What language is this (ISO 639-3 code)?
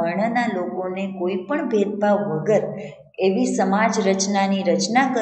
guj